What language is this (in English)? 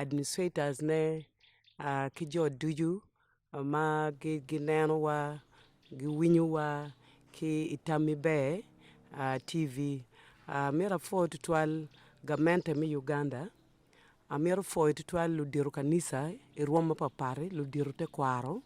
Acoli